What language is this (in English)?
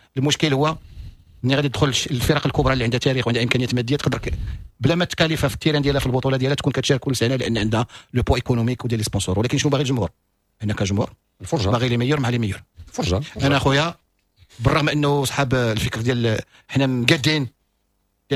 Moroccan Arabic